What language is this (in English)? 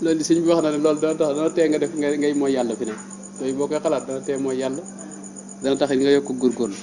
Wolof